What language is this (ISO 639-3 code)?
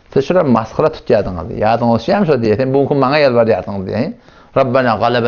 tuk